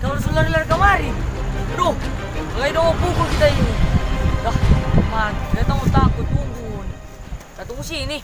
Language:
Manado Malay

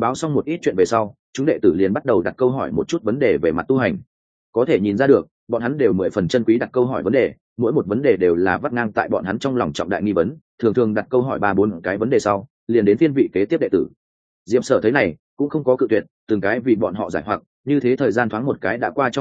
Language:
Vietnamese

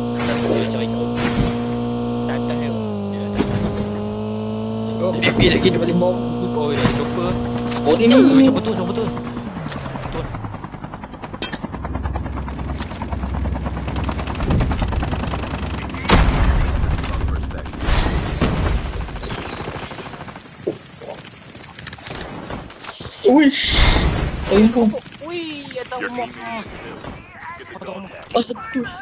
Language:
Malay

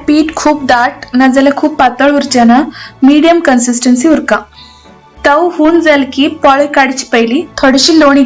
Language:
Konkani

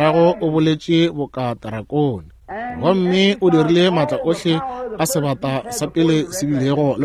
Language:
Northern Sotho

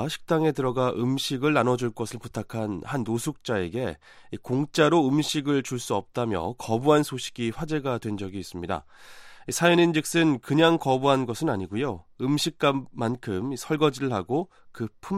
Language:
Korean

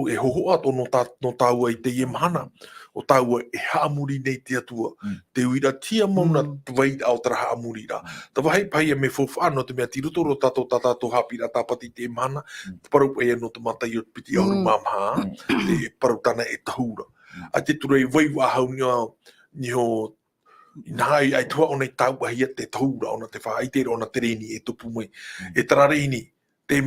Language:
Tahitian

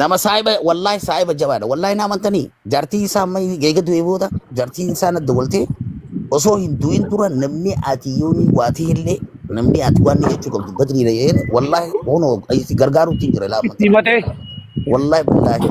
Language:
Oromo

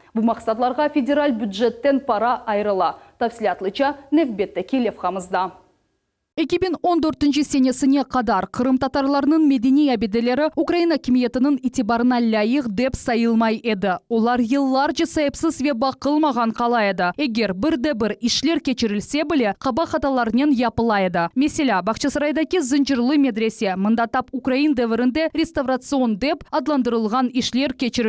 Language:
Crimean Tatar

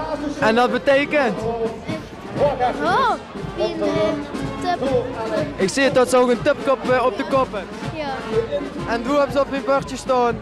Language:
Limburgish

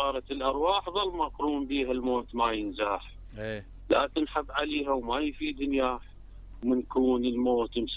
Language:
Mesopotamian Arabic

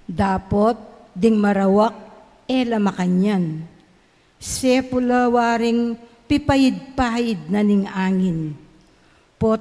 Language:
Pampanga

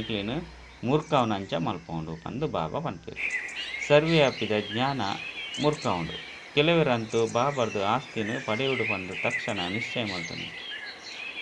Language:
Tulu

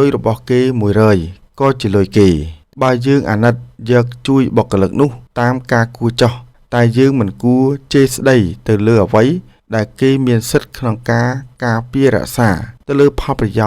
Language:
Khmer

